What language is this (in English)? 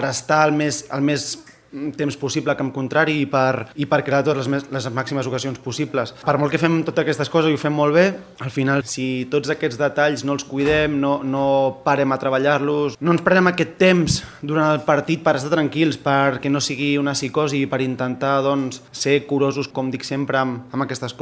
Catalan